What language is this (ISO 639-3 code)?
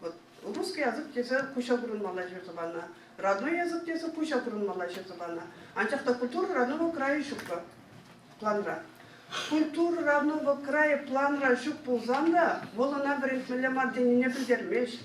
chv